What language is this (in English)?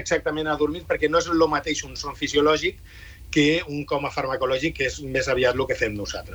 Catalan